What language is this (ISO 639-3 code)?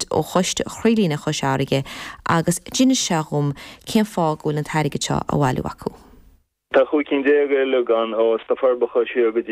gle